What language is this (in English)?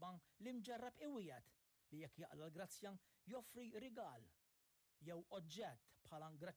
Maltese